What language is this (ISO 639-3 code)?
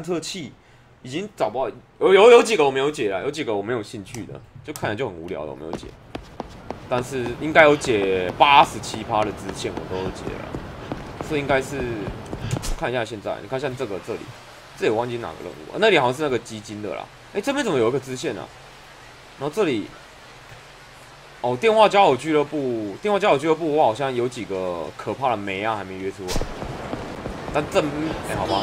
zho